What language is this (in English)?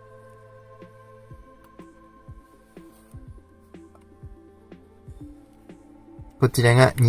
Japanese